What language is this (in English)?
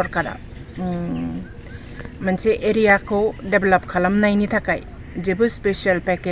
Bodo